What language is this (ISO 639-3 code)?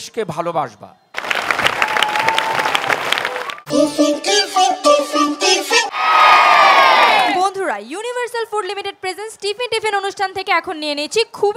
ben